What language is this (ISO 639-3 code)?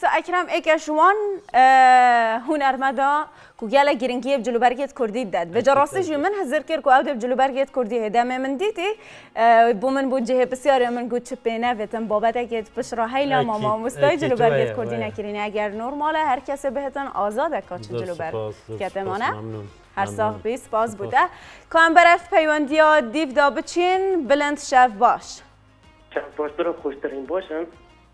kur